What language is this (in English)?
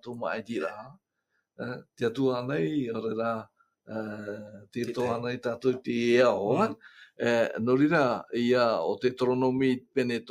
Tahitian